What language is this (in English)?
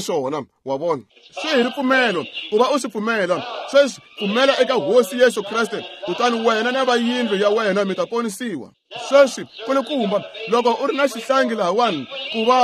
Tsonga